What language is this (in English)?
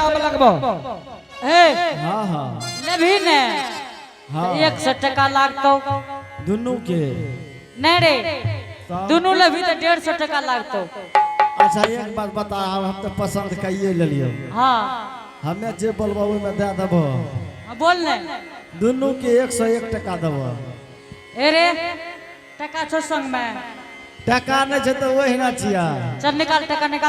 Angika